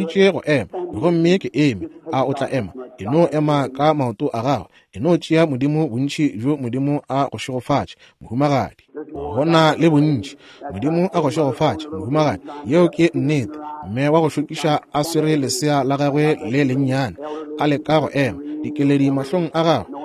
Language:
Northern Sotho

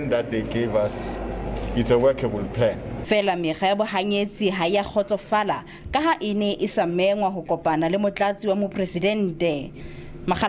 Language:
Southern Sotho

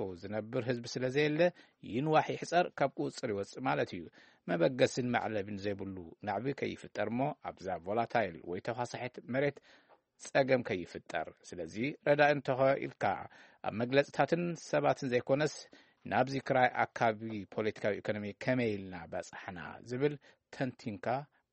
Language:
Tigrinya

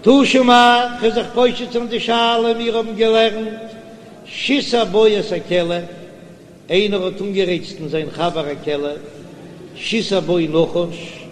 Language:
Yiddish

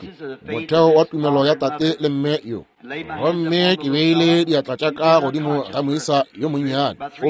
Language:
Northern Sotho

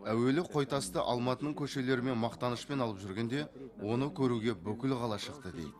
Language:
Kazakh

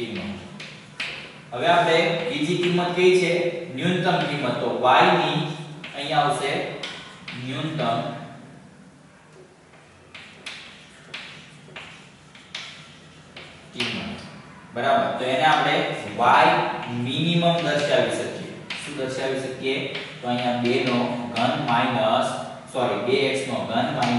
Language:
Gujarati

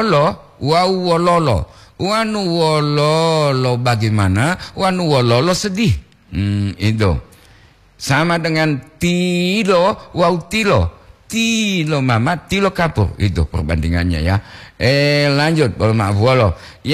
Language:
Gorontalo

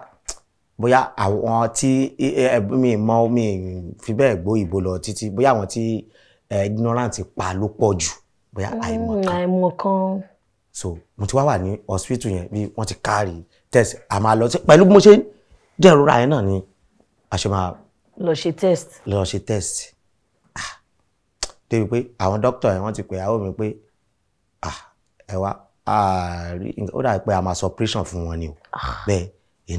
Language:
Yoruba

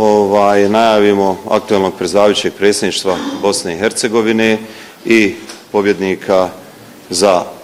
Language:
Bosnian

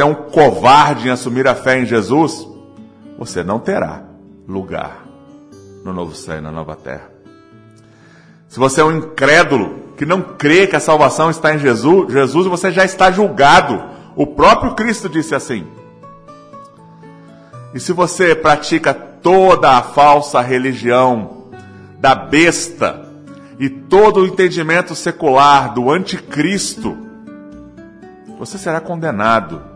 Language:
Portuguese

